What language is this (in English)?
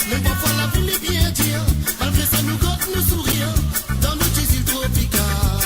Morisyen